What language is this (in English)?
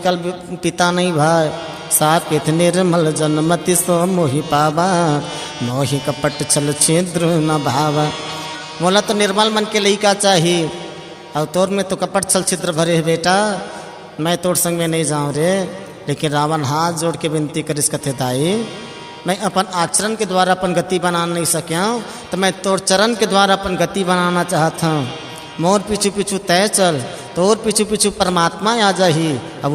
Chhattisgarhi